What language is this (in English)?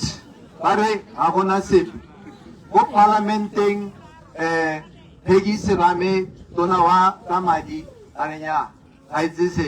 Tswana